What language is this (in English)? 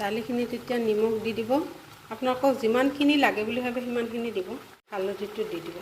Assamese